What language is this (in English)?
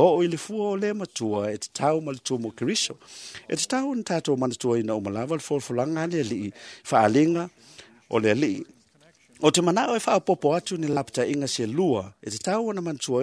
Samoan